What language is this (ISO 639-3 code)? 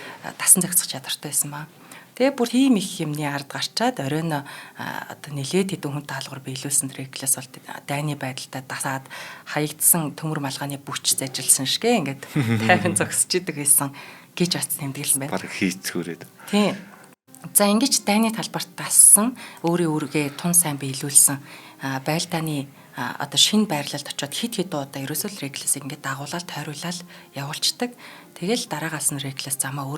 mon